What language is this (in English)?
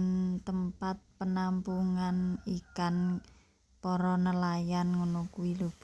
Javanese